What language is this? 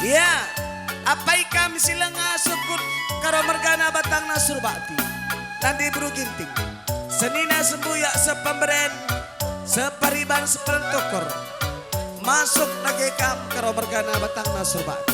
Batak Karo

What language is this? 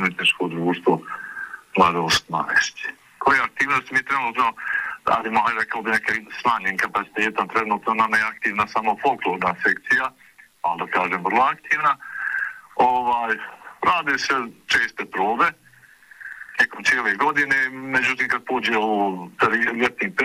Bosnian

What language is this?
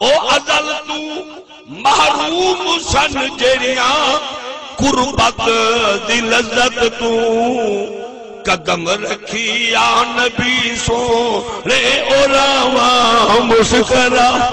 Saraiki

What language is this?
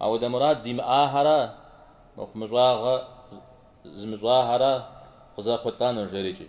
Kabardian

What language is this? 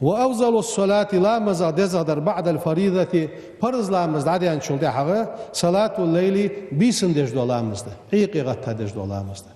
Ingush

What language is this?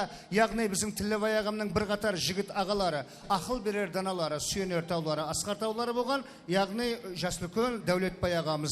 Kara-Kalpak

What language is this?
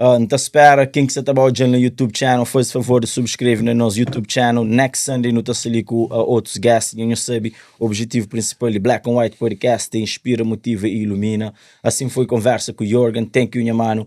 Kabuverdianu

